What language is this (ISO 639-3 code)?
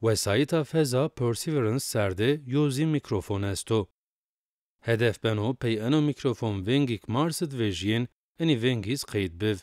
zza